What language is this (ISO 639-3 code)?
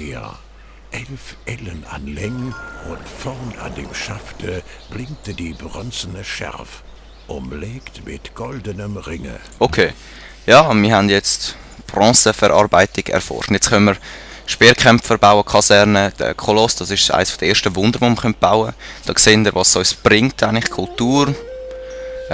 gsw